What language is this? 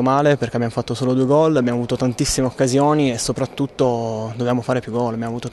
Italian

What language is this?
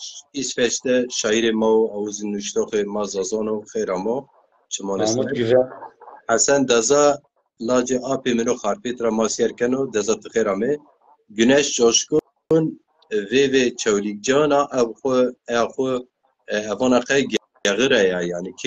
Zaza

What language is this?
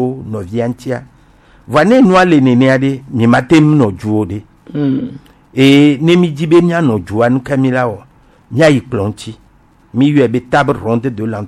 Gen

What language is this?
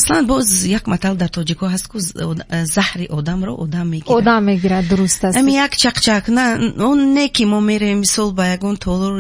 Tajik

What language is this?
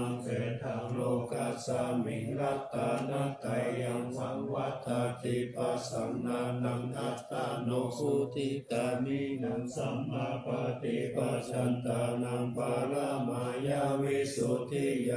Pali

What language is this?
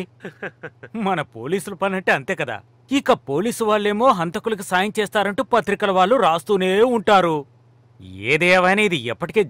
Telugu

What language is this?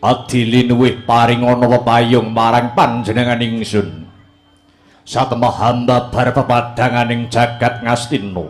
Javanese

